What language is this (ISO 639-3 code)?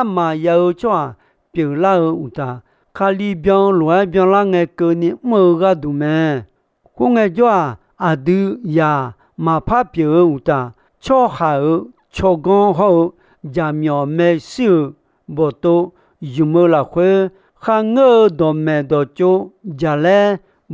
ahk